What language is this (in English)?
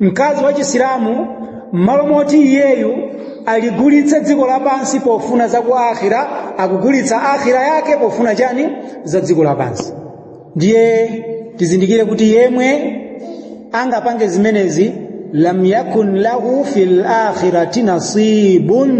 Nyanja